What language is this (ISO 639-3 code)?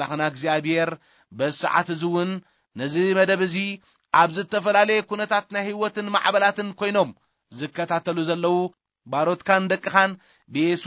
tir